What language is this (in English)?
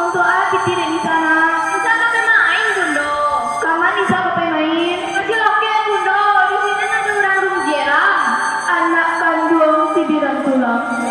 Minangkabau